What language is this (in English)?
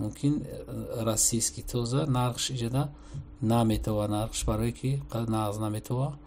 Tajik